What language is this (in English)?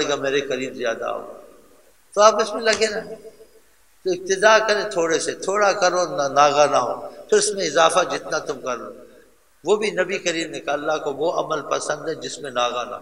Urdu